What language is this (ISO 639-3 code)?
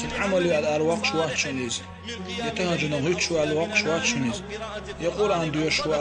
che